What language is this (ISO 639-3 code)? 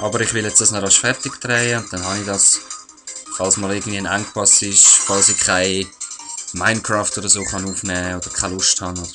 gsw